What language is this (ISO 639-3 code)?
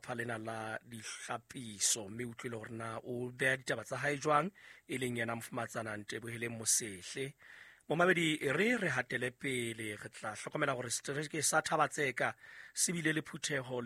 sot